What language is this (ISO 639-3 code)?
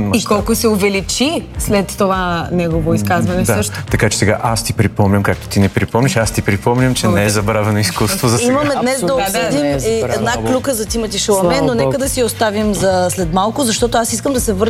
bul